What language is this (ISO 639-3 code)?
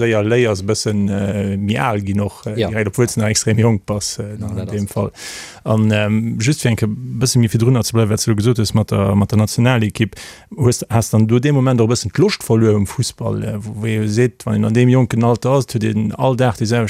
ltz